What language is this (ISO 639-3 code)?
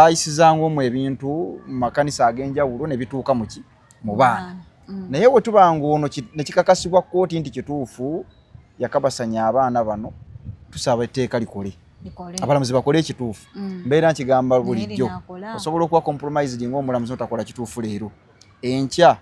lug